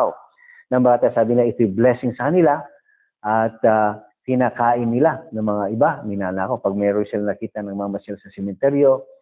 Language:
Filipino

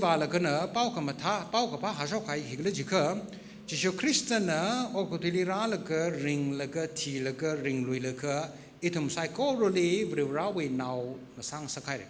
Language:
Tangkhul Naga (India)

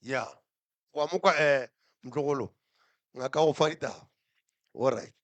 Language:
Northern Sotho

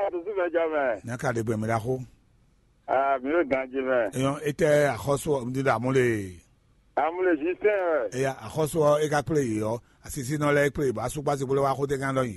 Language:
Fon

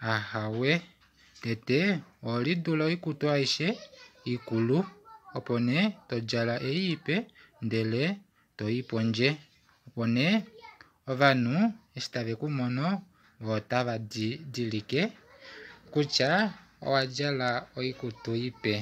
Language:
Kuanyama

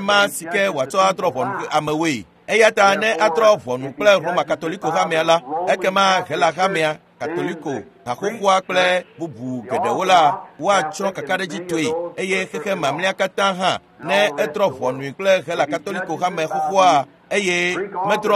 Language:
Ewe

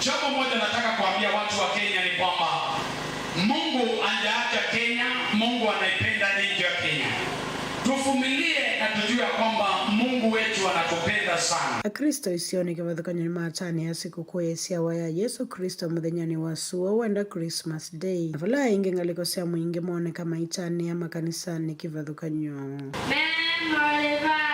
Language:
Kamba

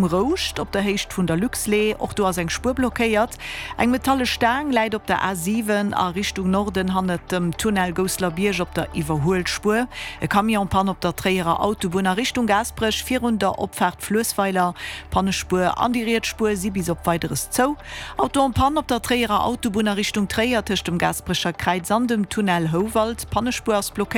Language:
Luxembourgish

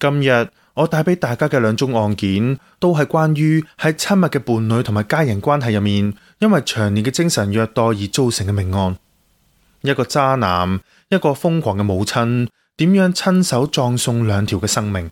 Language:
Cantonese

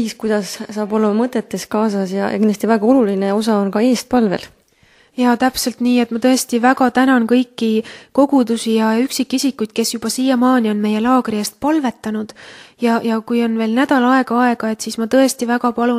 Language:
Estonian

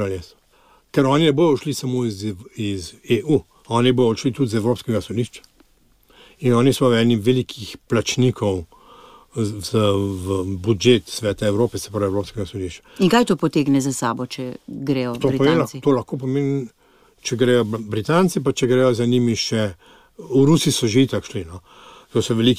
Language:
Slovenian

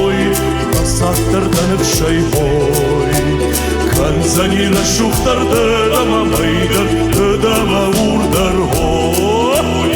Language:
Ossetic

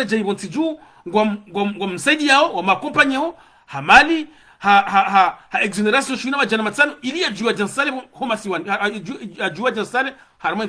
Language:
Ngazidja Comorian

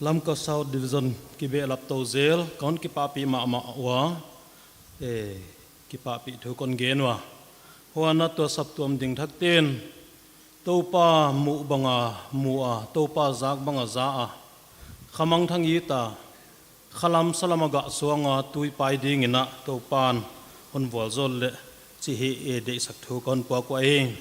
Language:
Paite Chin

